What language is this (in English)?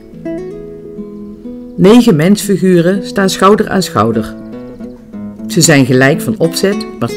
Dutch